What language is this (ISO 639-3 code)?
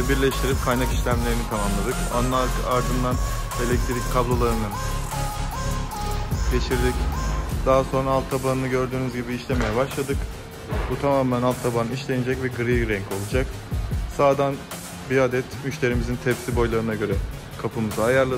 tur